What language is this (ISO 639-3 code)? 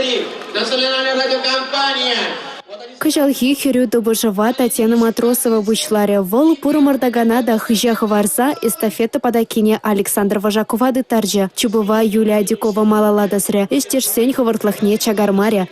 chv